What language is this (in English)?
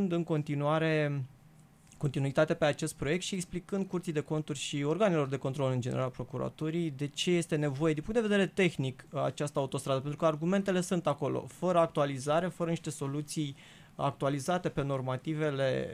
Romanian